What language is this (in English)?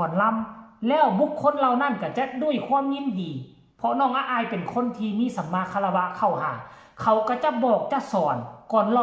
Northeastern Thai